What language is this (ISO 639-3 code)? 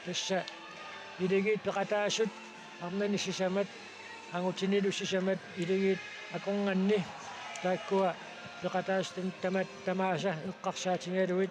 kal